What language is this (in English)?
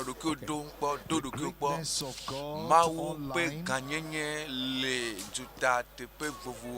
Ewe